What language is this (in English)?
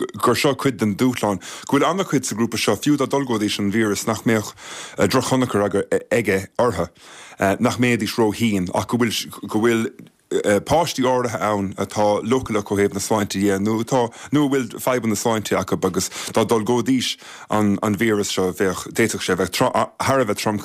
Irish